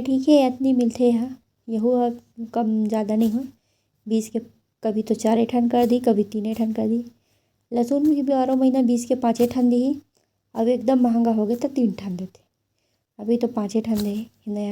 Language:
Chhattisgarhi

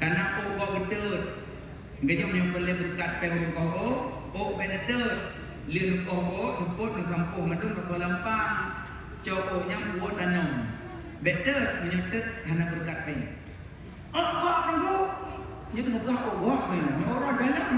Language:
Achinese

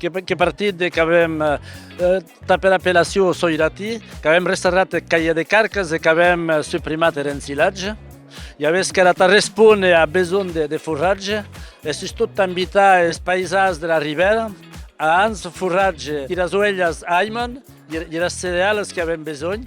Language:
Occitan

